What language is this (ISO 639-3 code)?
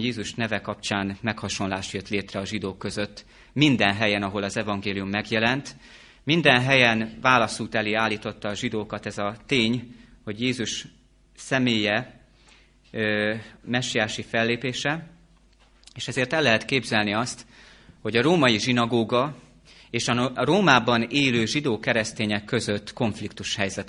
hun